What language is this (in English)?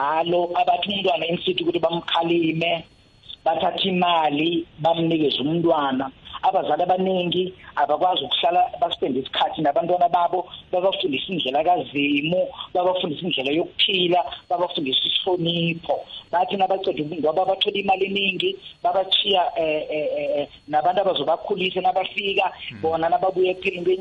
South Ndebele